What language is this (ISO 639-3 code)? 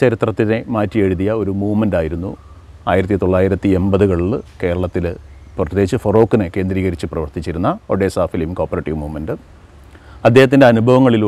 mal